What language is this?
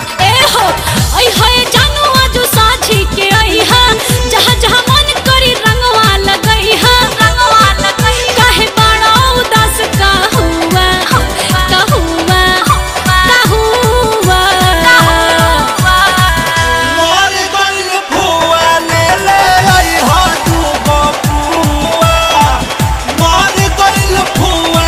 Bhojpuri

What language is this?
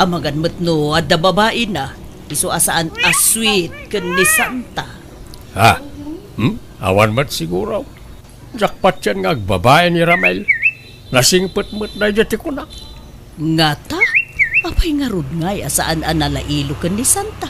Iloko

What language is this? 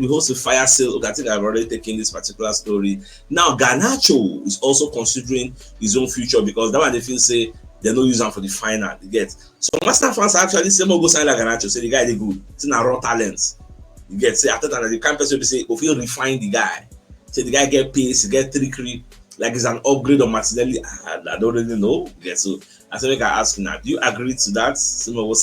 Nigerian Pidgin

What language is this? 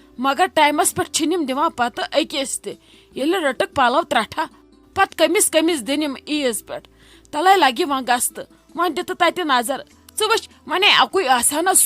Kashmiri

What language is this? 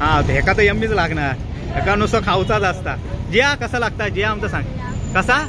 Konkani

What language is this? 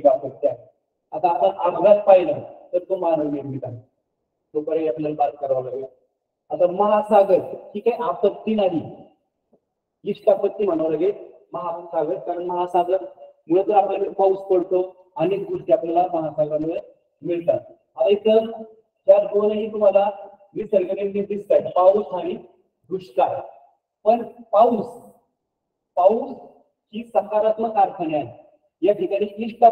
Marathi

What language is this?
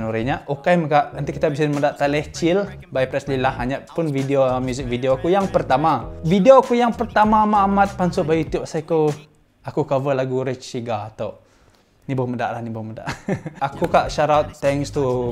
Iban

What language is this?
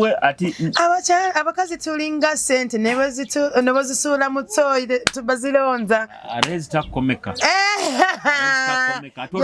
Nyoro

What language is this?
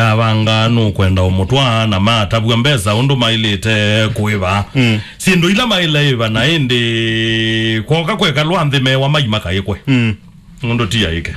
Kamba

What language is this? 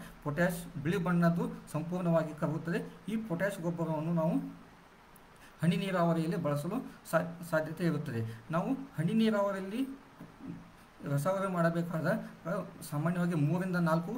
Kannada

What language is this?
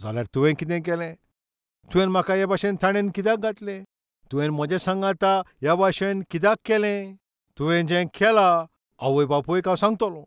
Konkani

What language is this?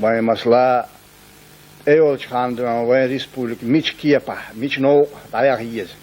Chechen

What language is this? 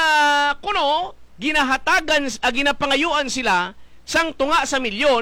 Hiligaynon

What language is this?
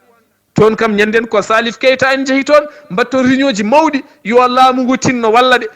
Fula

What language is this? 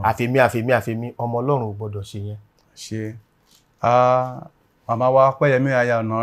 Yoruba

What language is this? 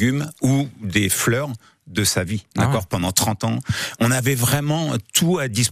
French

